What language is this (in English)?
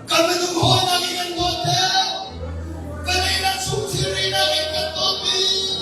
Hakha Chin